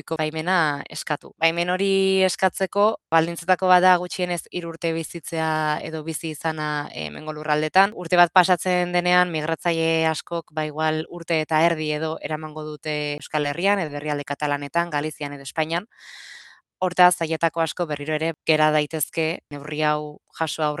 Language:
Basque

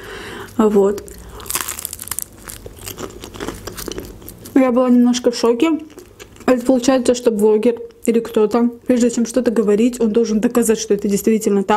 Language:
Russian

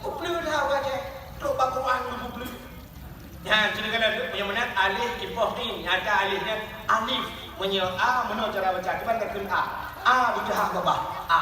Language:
Achinese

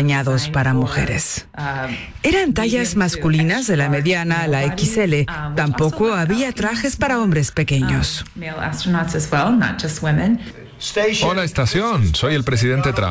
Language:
Spanish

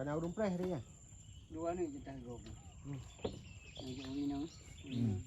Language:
Achinese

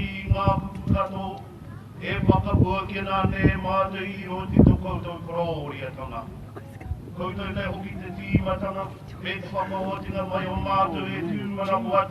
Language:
Māori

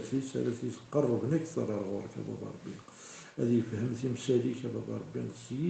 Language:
Kabyle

